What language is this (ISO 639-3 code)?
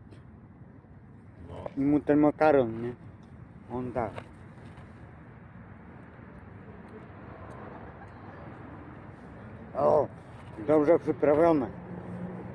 pol